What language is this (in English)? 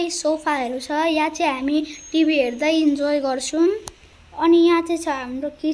Nepali